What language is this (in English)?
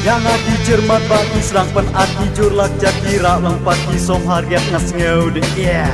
Khasi